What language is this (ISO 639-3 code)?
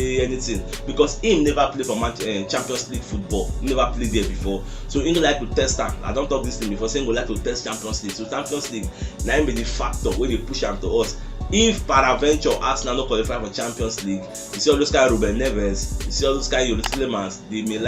pcm